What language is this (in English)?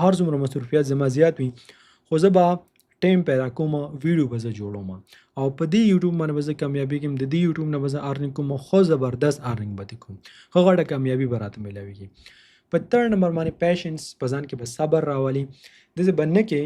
Pashto